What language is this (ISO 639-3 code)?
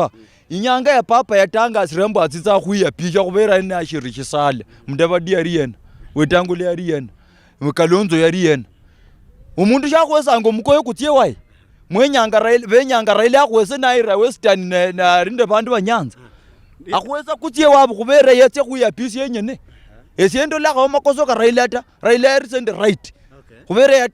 luy